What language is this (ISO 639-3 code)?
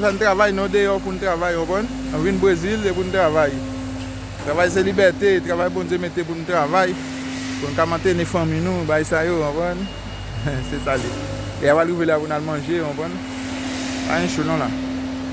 hat